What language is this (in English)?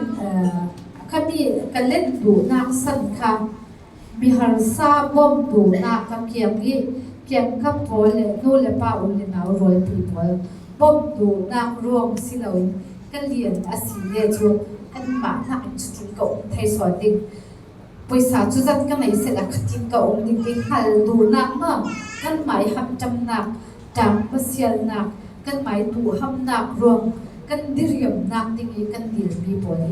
Falam Chin